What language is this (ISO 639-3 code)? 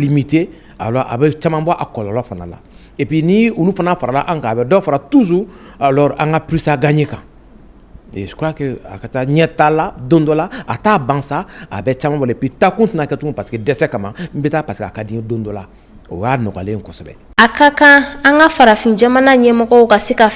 bam